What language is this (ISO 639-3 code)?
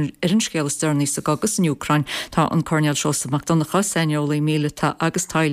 gle